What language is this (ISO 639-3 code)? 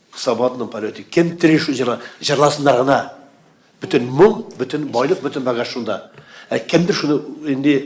tat